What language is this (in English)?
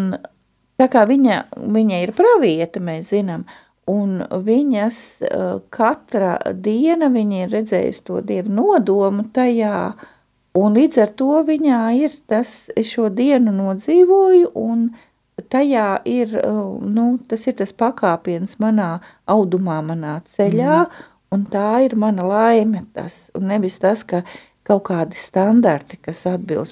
Latvian